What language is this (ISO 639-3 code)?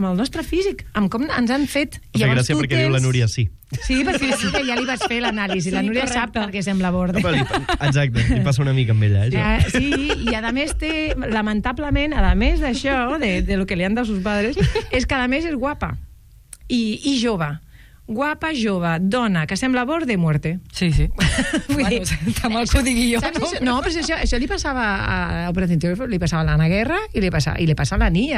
cat